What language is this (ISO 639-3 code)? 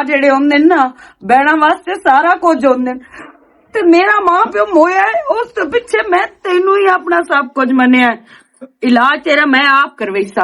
lah